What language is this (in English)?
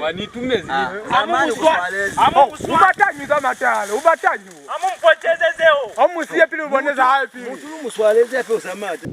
Lozi